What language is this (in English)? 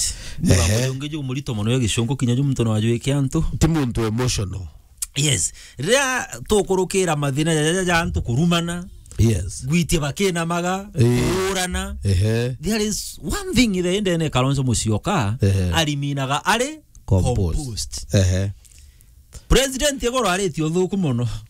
Meru